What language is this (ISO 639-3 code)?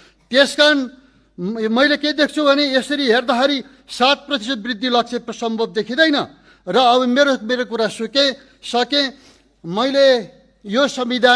nep